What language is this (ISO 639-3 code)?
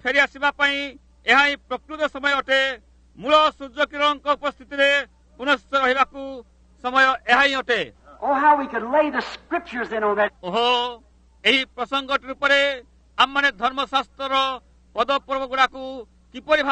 ori